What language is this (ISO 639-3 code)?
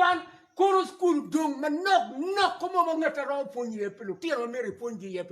ach